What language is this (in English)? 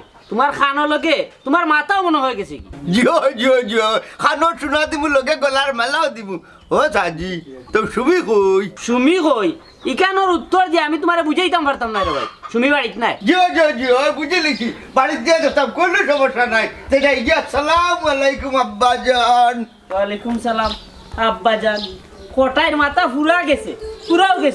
Sylheti